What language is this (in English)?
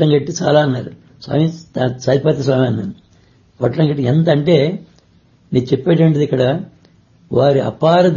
Telugu